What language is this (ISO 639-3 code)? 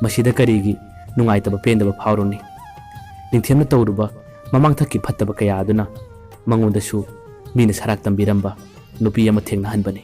mni